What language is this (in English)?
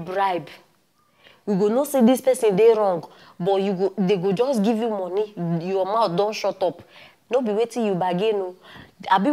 Nigerian Pidgin